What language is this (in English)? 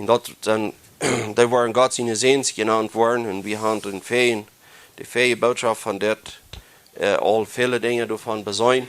Plautdietsch